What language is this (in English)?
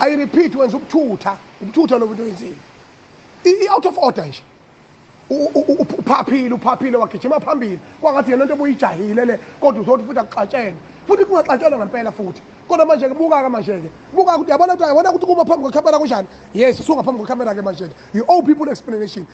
Zulu